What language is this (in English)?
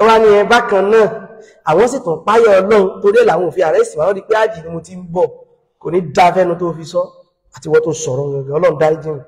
Yoruba